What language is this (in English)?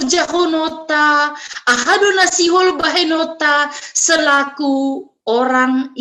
Batak Simalungun